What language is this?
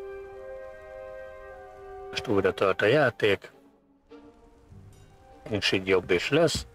Hungarian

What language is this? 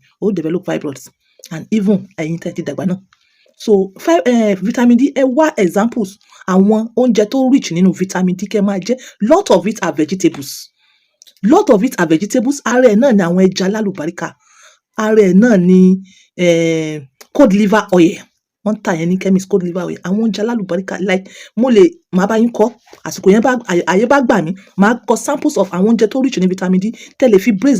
Yoruba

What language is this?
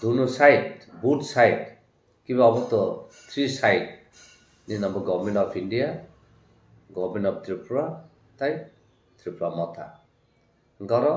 Kok Borok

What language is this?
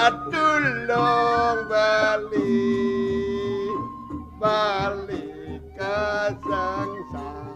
Balinese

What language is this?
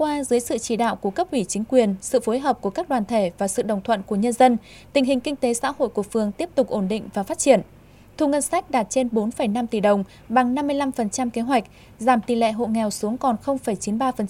Vietnamese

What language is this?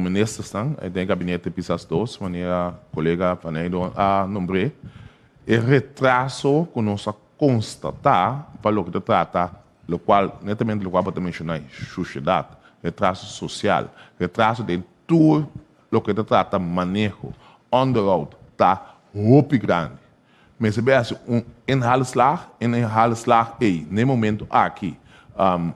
Papiamento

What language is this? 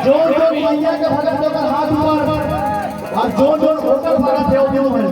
Chhattisgarhi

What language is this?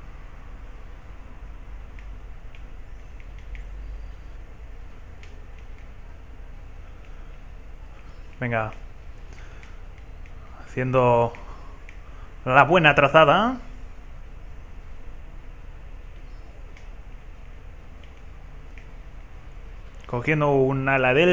Spanish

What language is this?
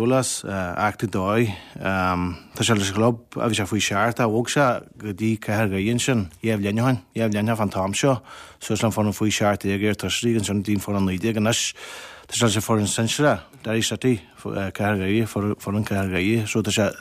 Irish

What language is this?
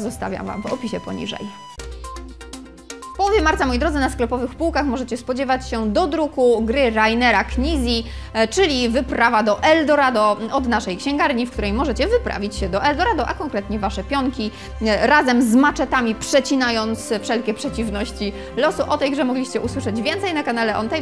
Polish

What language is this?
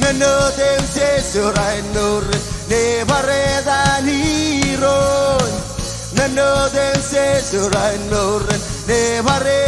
Marshallese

